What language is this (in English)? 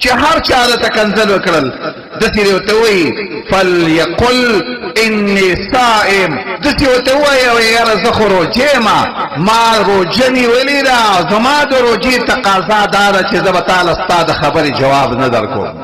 Pashto